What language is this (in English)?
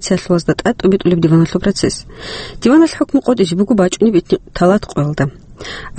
Avaric